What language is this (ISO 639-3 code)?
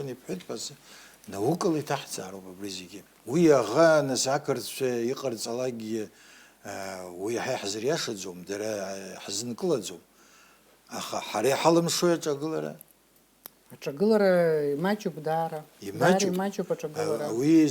abk